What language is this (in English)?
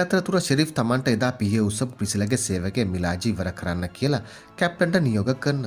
Sinhala